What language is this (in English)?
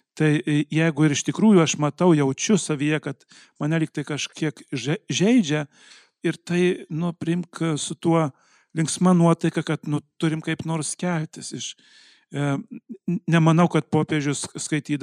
Lithuanian